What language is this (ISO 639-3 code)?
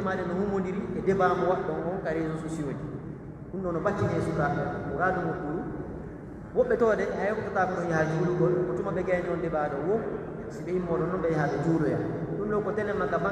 fuf